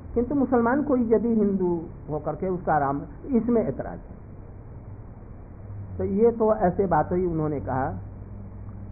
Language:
Hindi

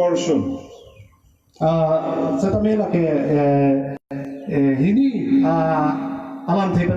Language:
Karbi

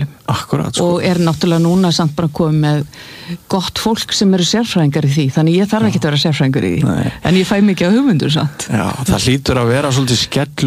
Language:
Icelandic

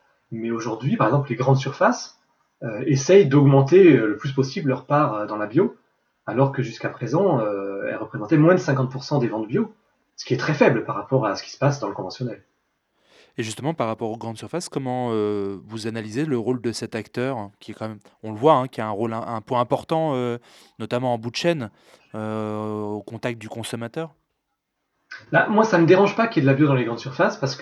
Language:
French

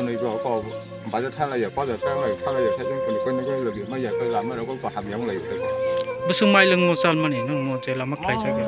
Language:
Kok Borok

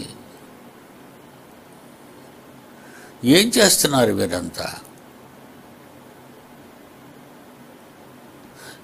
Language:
Telugu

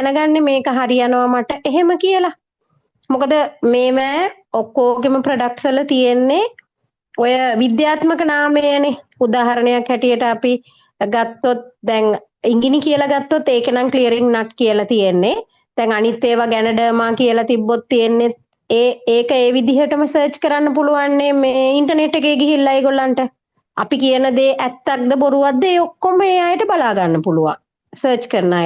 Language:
Sinhala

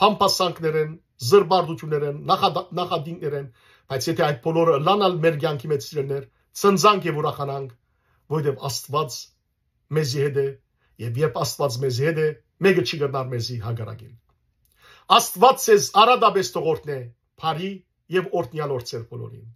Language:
Western Armenian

